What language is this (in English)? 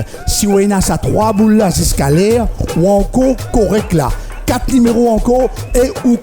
Morisyen